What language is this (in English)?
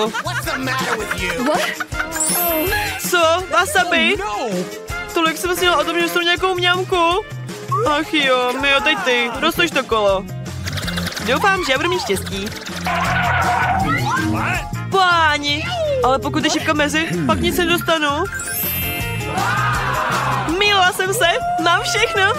Czech